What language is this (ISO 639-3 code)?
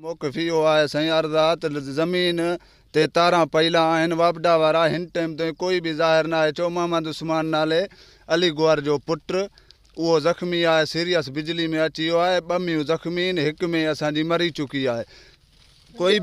snd